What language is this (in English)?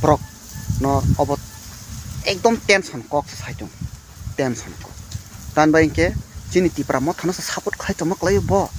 Kok Borok